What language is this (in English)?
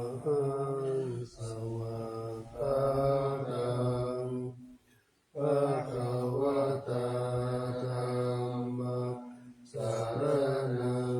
Pali